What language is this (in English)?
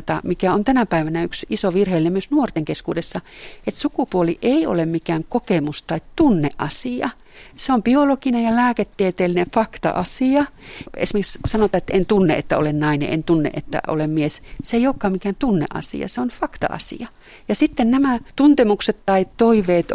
Finnish